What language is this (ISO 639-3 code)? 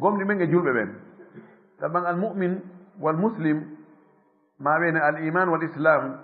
ful